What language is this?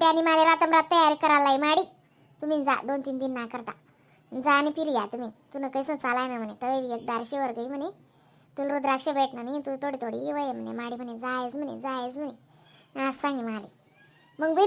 Khandesi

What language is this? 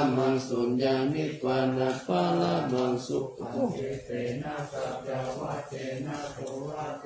Pali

